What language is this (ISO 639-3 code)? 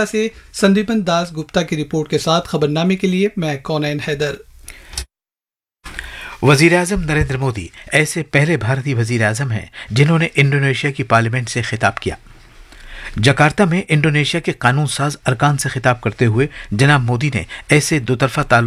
urd